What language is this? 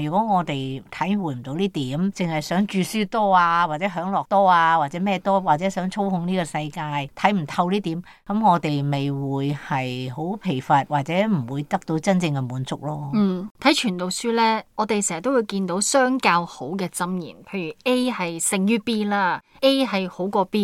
Cantonese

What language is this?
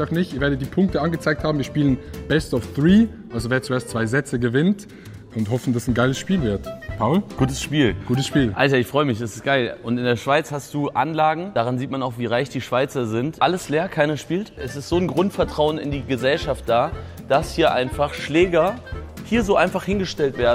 Swiss German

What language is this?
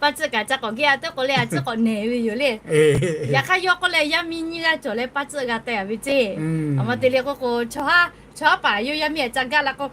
Lahu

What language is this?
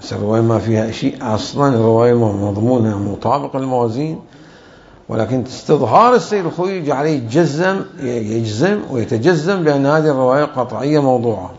Mesopotamian Arabic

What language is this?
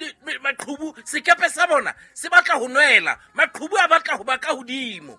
Southern Sotho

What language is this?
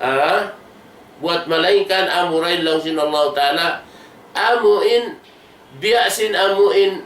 Tausug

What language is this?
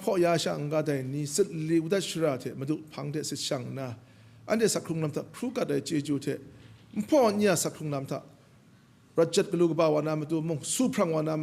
Kachin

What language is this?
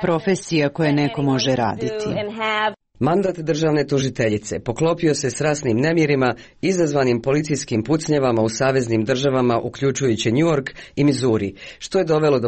Croatian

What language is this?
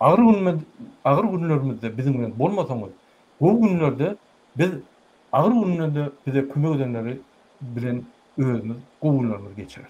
Turkmen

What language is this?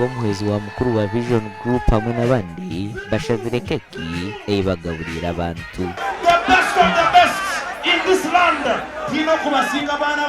Nyankole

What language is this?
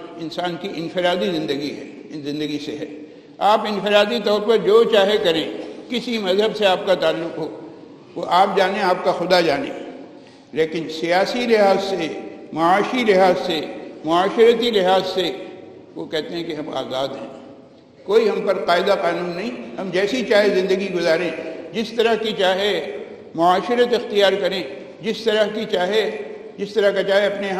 Urdu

